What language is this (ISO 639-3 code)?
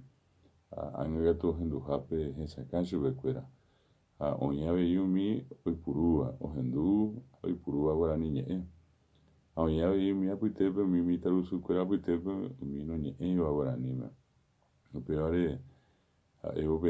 grn